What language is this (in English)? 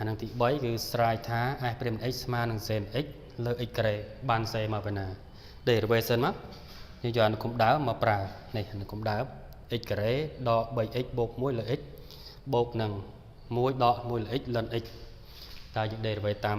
Khmer